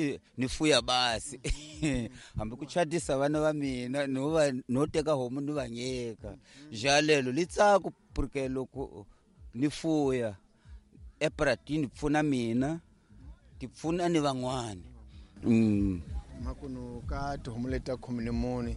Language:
Tsonga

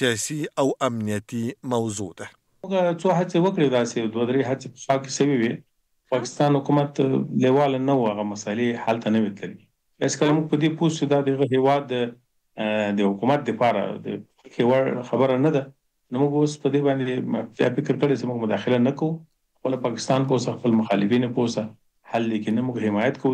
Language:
Pashto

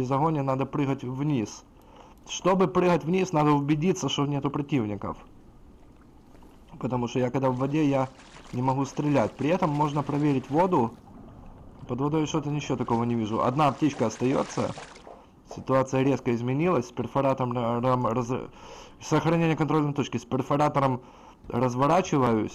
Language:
Russian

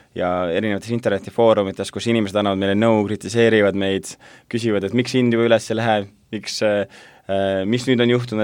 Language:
Estonian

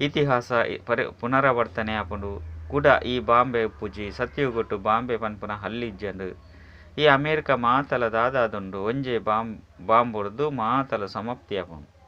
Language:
Tulu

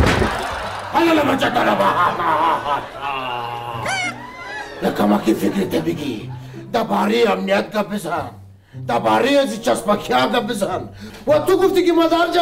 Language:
Persian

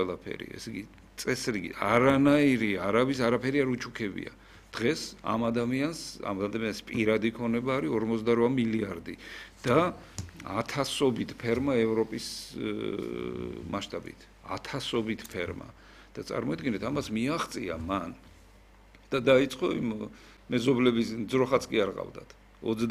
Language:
Georgian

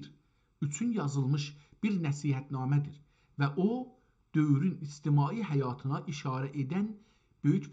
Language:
South Azerbaijani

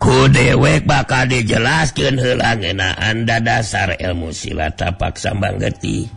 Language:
Sundanese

